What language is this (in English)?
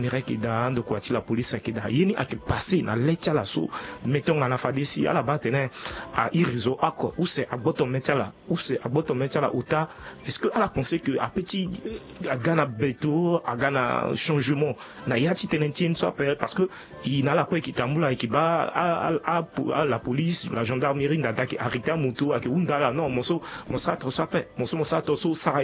Sango